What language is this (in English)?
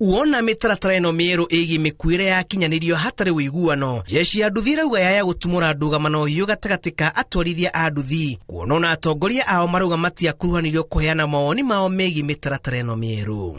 Kikuyu